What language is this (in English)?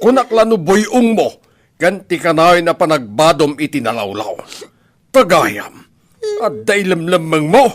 Iloko